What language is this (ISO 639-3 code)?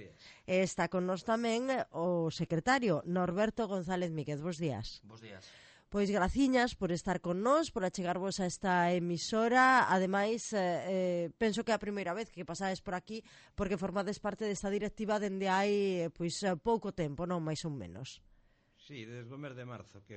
glg